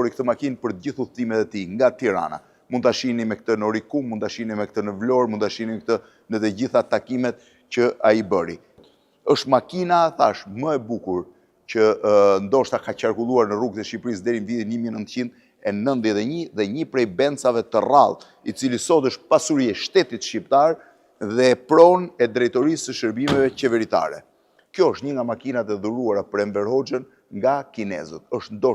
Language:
Albanian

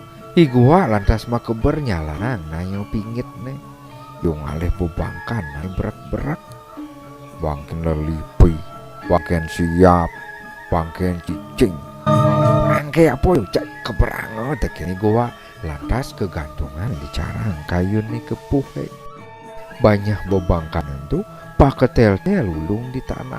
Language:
Balinese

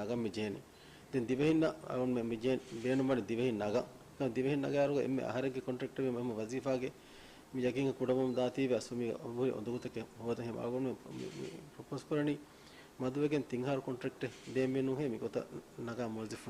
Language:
Divehi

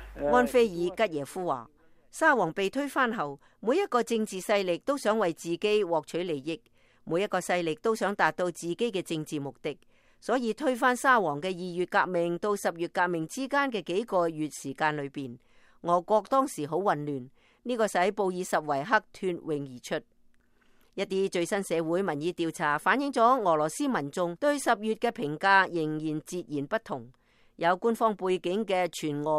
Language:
Cantonese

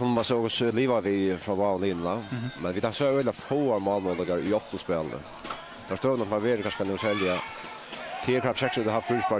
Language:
Faroese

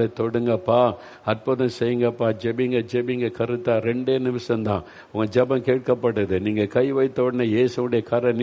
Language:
Tamil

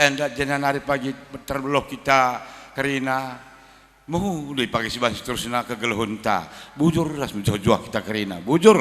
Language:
Batak Karo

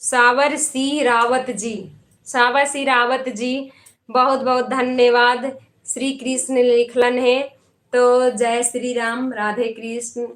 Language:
Magahi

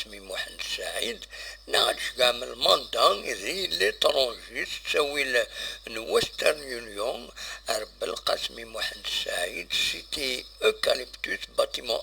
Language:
Kabyle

